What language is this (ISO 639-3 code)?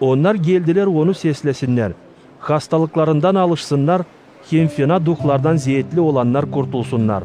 gag